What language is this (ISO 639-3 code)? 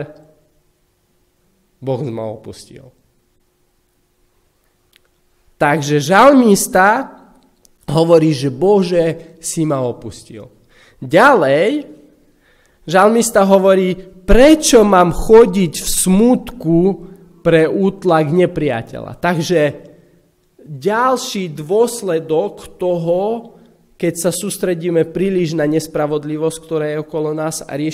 slk